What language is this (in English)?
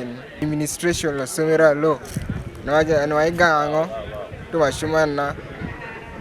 Teso